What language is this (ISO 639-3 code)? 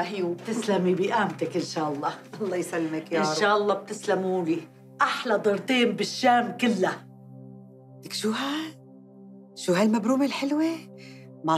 apc